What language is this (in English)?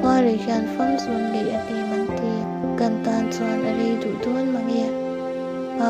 Mizo